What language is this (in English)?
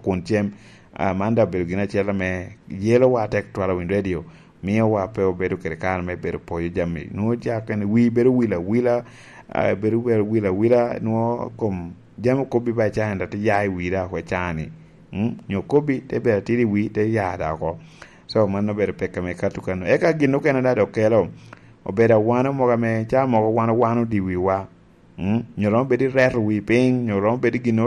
Lango (Uganda)